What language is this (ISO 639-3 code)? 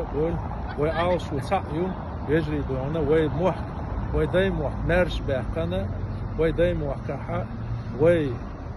che